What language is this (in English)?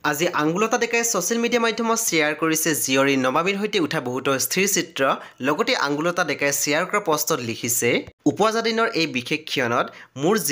Assamese